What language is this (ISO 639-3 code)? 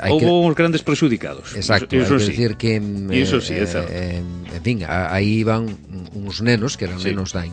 glg